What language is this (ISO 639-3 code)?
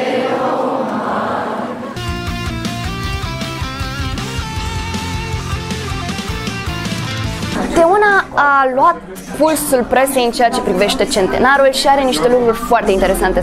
ron